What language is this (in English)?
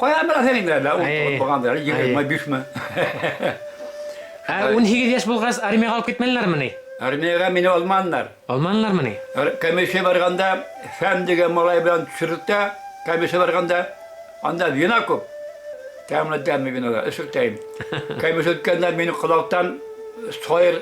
Bashkir